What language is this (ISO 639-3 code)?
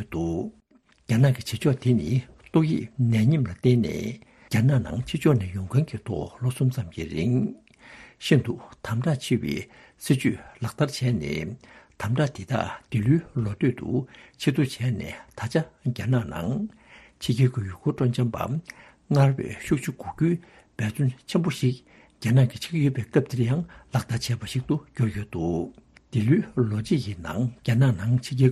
bod